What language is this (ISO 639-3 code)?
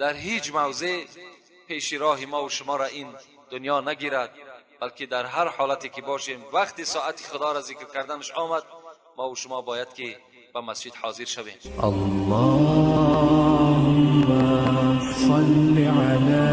tgk